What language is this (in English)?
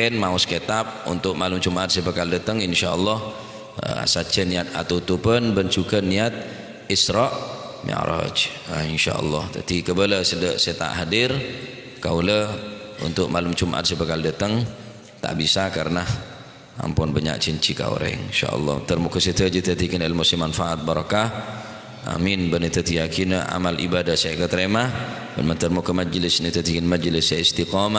Madurese